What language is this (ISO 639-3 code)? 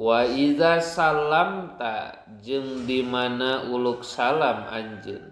sun